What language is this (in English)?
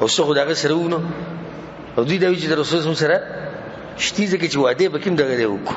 Pashto